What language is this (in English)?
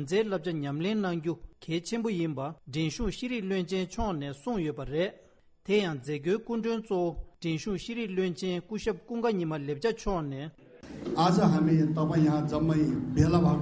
Tibetan